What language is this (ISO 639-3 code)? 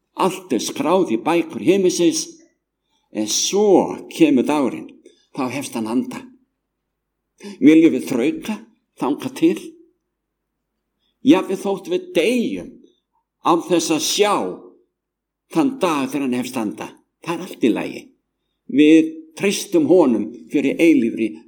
isl